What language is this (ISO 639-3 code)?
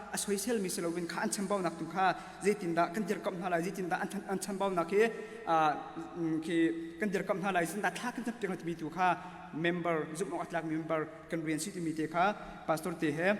cnh